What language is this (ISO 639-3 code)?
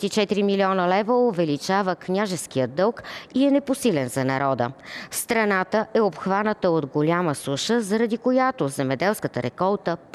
bul